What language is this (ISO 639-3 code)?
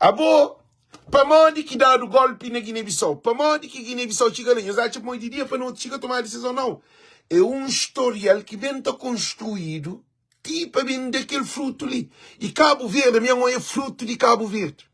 kea